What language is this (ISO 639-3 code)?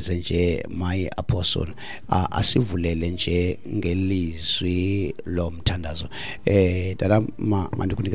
xho